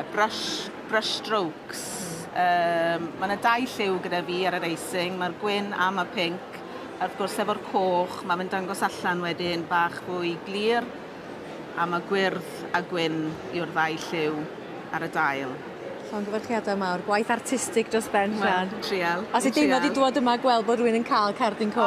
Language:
Welsh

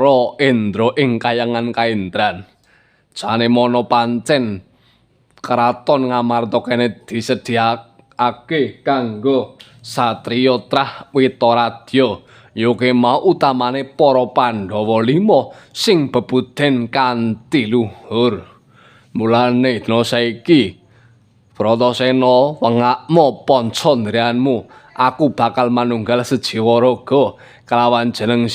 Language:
Javanese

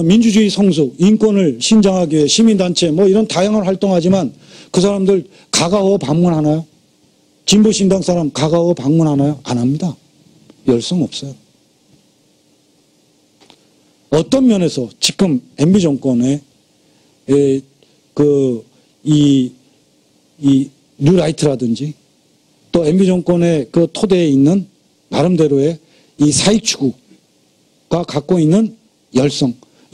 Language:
Korean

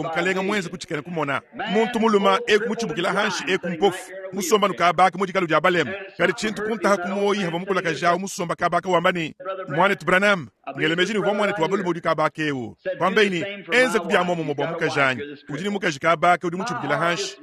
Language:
Luba-Lulua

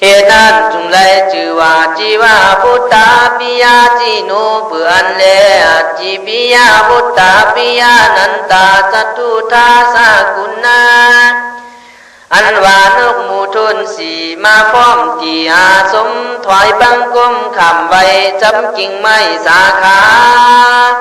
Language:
Khün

